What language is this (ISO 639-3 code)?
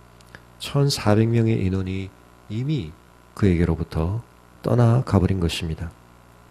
kor